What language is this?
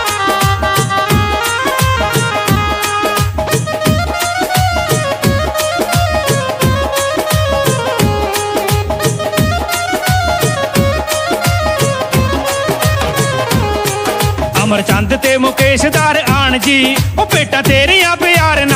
Punjabi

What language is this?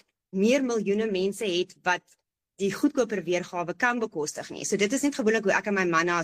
Afrikaans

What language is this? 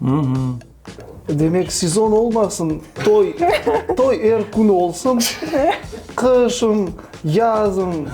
Crimean Tatar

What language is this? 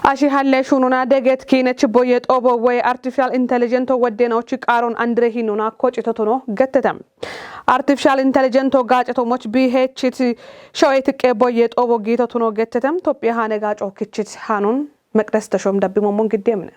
Kafa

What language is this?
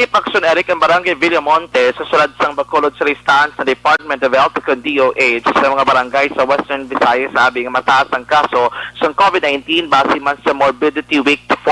Hiligaynon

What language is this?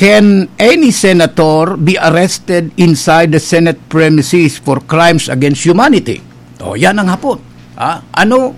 Bikol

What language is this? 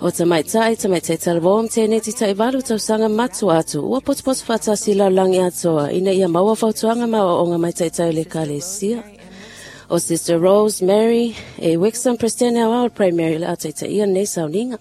Samoan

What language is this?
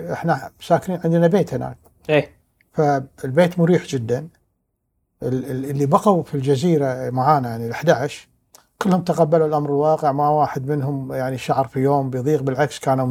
Gulf Arabic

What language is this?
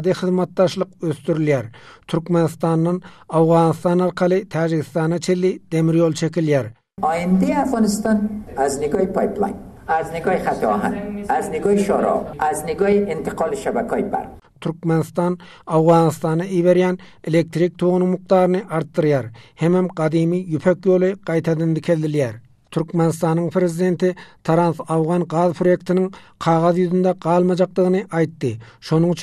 Turkmen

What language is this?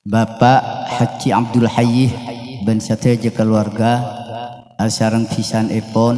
Madurese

